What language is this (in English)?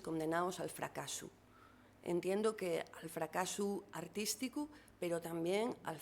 Asturian